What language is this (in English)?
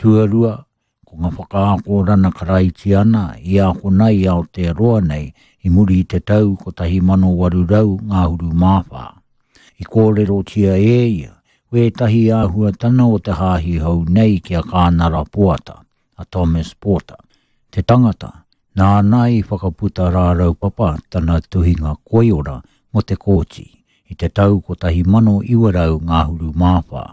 Māori